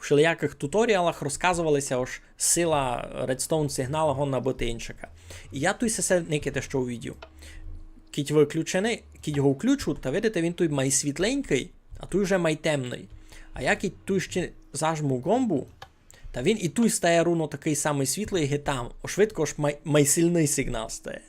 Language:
Rusyn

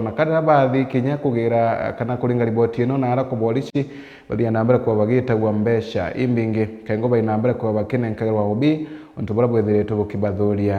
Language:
Meru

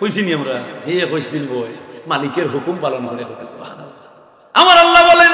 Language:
Sylheti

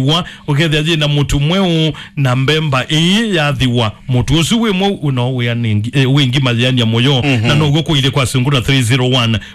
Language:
Kamba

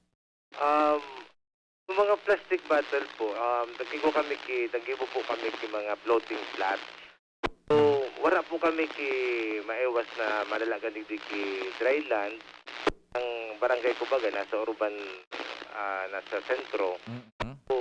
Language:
Bikol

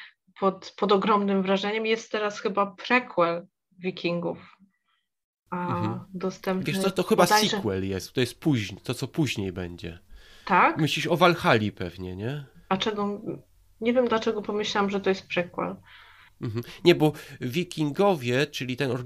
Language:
Polish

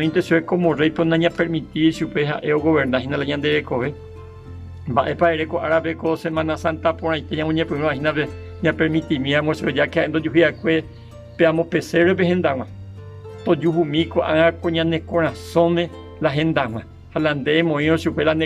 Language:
Guarani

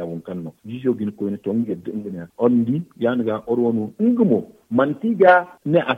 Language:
Zarma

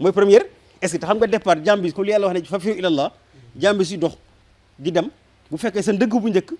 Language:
Wolof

